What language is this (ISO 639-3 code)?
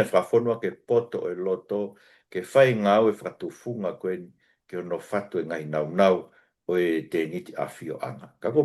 ton